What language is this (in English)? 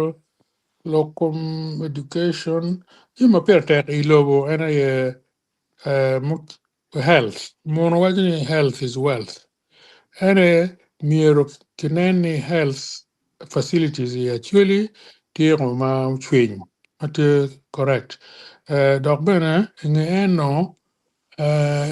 Acoli